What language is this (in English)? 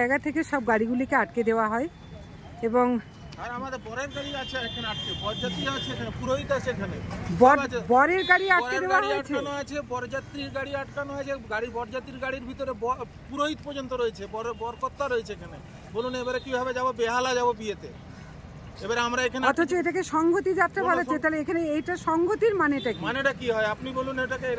Bangla